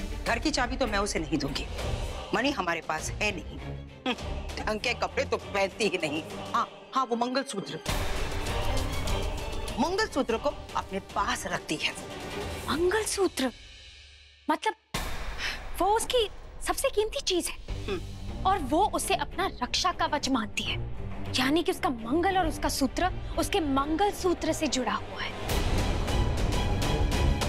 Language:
Hindi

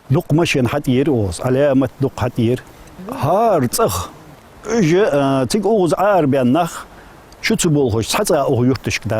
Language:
Ingush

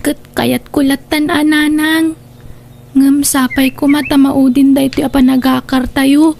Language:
Iloko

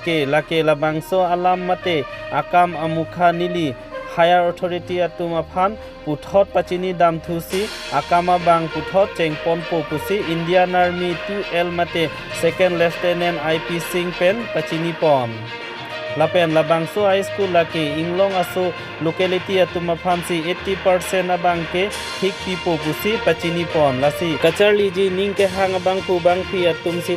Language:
Karbi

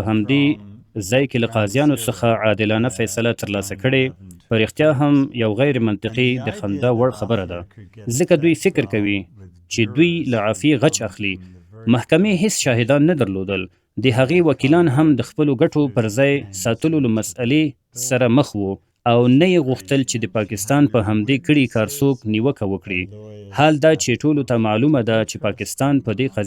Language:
Pashto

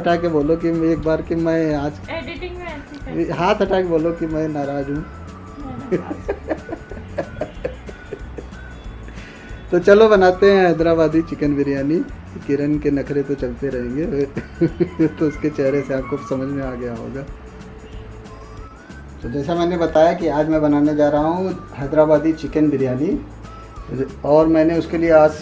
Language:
Hindi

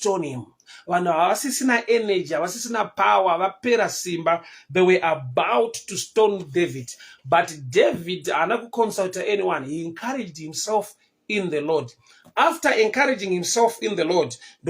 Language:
Shona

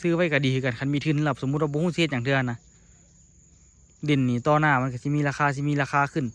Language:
Lao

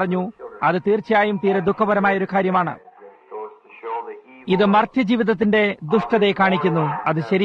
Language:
Malayalam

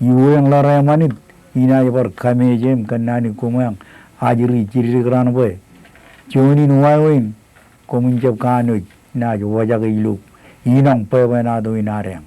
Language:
Marshallese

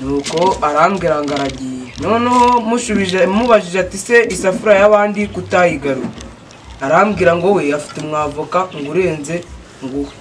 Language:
Kinyarwanda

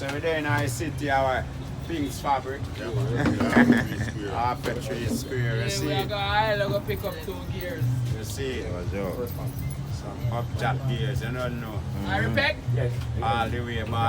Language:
Jamaican Creole English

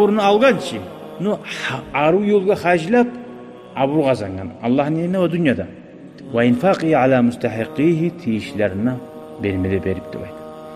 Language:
Kumyk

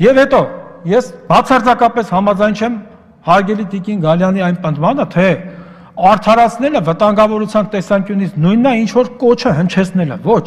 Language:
Armenian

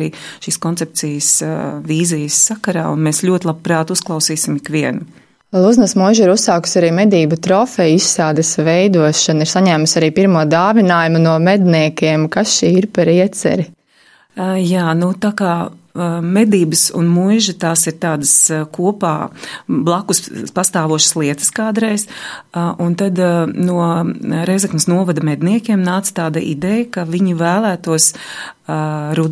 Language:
Latvian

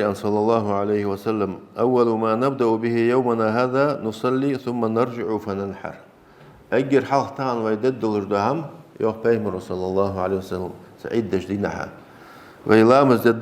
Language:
Ingush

